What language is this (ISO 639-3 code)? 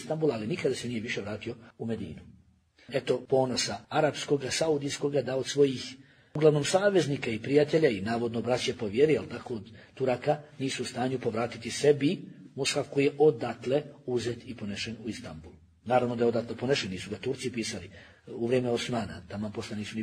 bos